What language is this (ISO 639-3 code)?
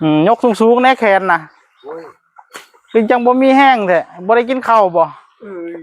tts